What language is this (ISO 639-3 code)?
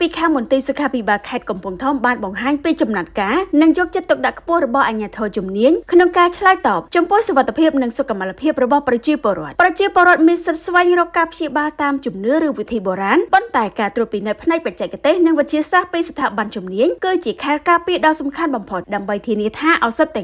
khm